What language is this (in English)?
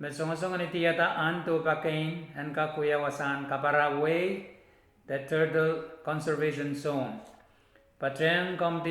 Pohnpeian